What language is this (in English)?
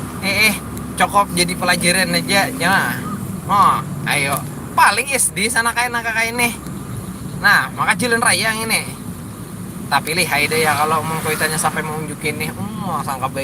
Banjar